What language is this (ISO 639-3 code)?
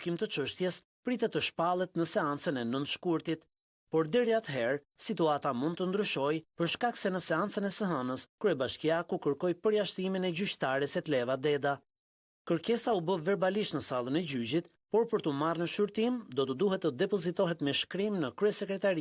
sqi